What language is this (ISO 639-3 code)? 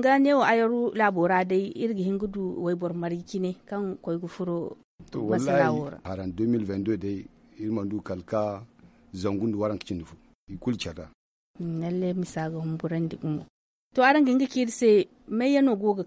dje